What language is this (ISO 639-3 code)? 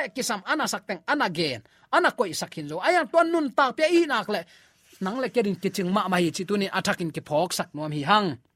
ctd